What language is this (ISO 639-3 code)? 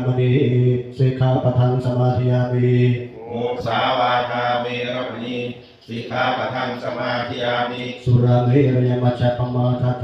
pli